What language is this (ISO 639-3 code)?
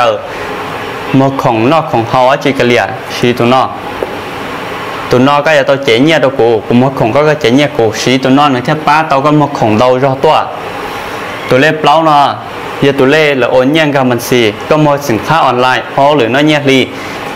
vie